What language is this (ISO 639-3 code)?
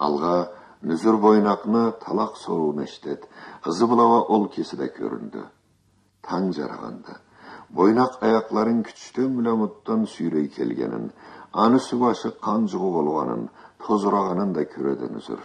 krc